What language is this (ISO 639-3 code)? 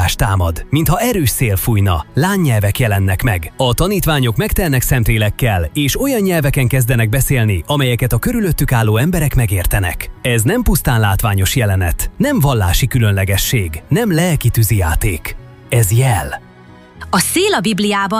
hun